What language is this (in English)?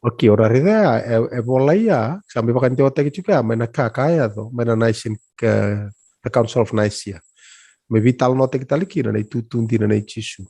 Fijian